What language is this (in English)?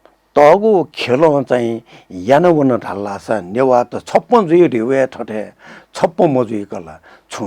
Newari